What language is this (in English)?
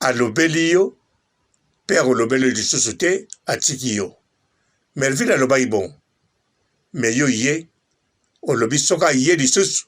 Lingala